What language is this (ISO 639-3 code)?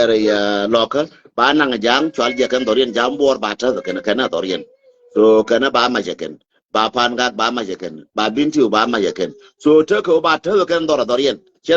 nus